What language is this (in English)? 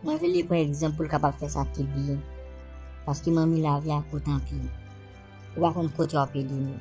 Haitian Creole